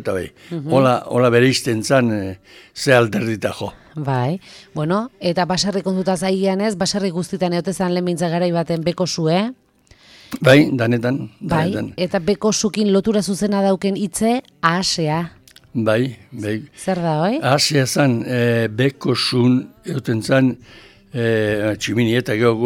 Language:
Basque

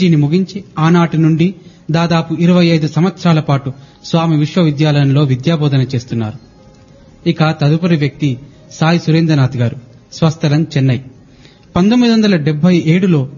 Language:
Telugu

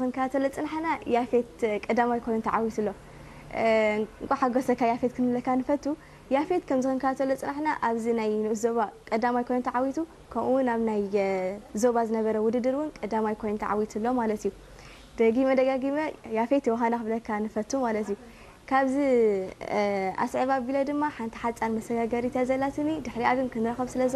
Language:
Tigrinya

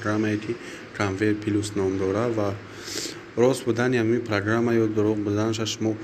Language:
Tajik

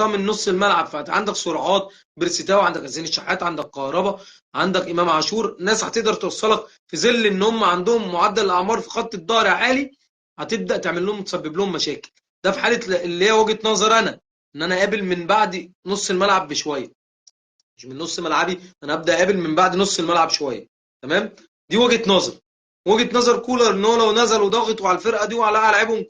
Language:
Egyptian Arabic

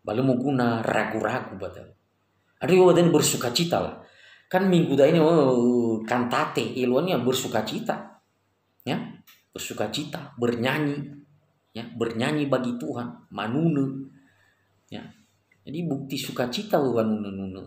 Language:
Nias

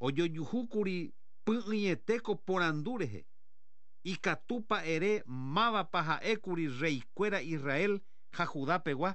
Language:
Guarani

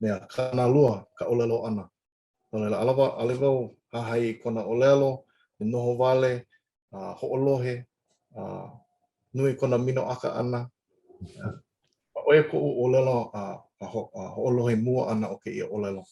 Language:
Hawaiian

